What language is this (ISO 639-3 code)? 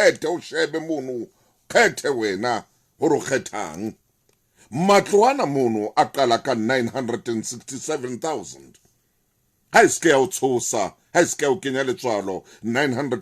sot